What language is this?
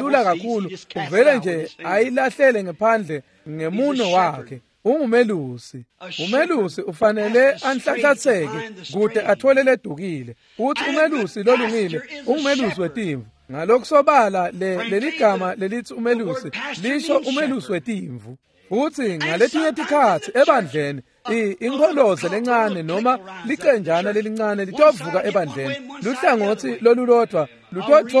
Swati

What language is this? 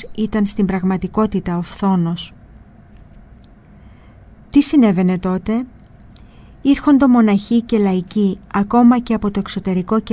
Greek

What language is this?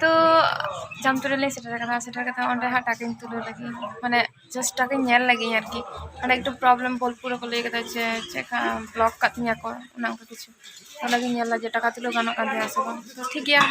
Santali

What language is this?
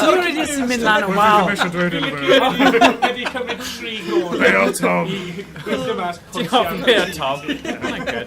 Welsh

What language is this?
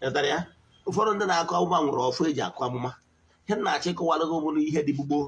Igbo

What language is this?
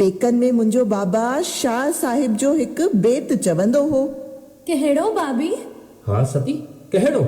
Sindhi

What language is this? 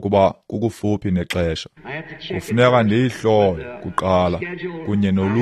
Xhosa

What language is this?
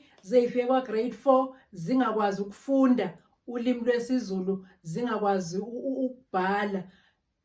Zulu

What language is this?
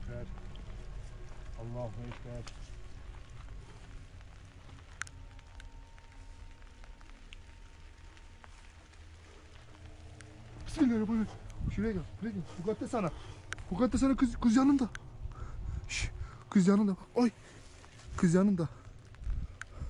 Turkish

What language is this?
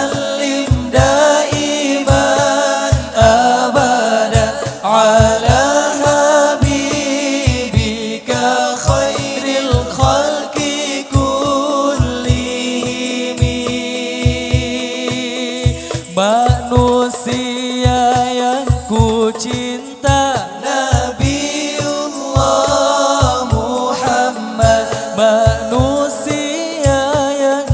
Malay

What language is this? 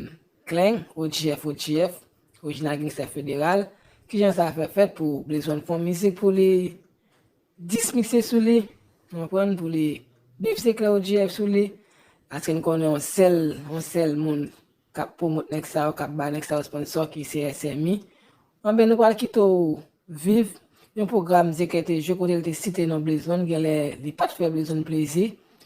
Haitian Creole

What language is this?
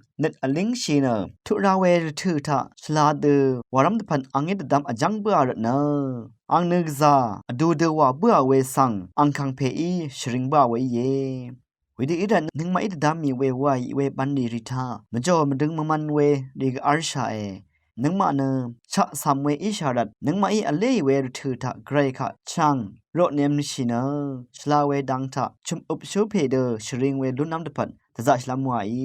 Rawang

